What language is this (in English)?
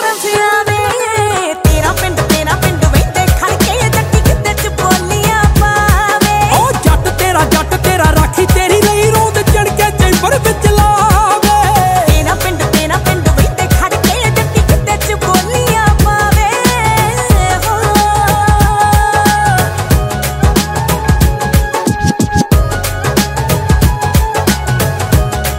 Punjabi